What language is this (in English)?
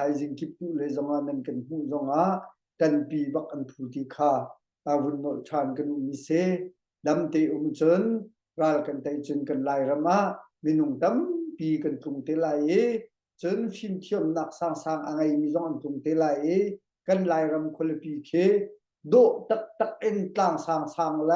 Hakha Chin